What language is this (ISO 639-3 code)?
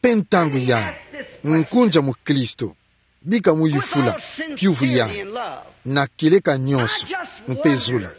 ktu